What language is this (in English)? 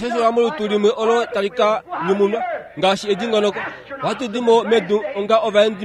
Kuanyama